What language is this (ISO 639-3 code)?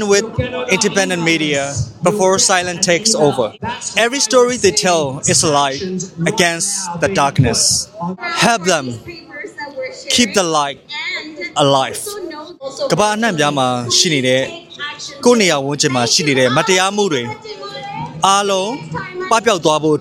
mya